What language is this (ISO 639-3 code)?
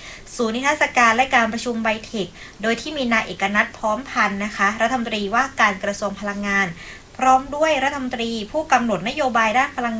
tha